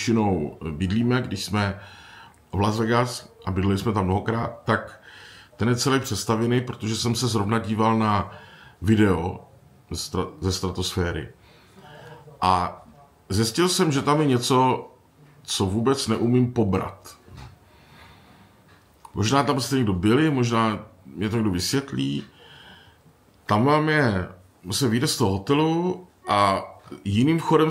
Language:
Czech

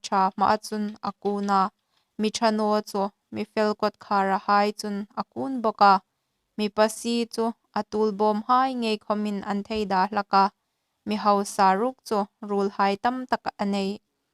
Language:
Hmar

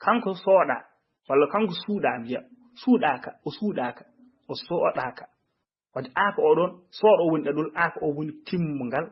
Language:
Fula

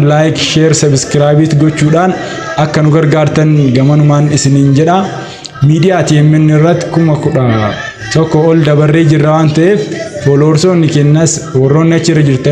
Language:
Oromo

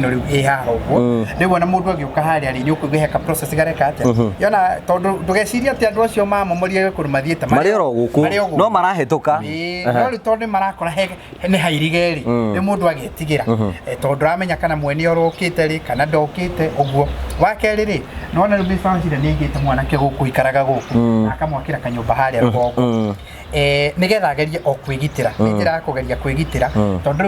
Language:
Kikuyu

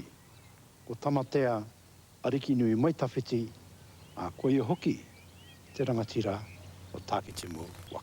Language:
Māori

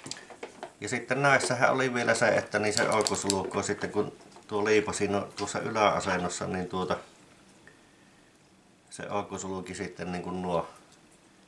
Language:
Finnish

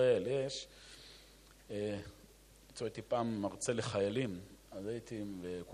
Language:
Hebrew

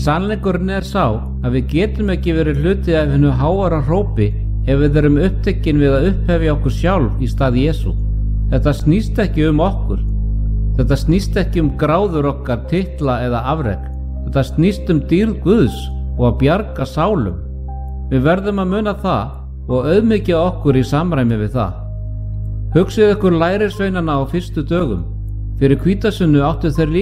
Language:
Icelandic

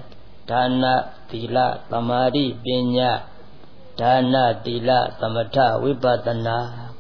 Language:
Burmese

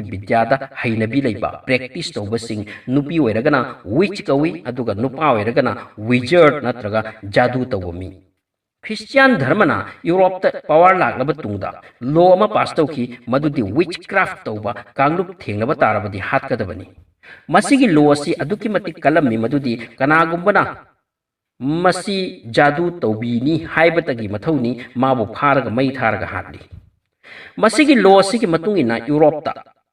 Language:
Manipuri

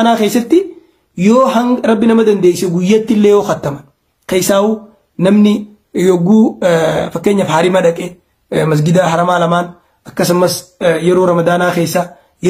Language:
Oromo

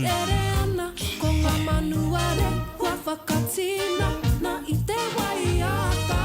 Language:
Māori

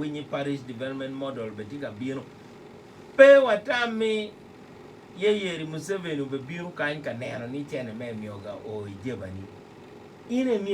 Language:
Acoli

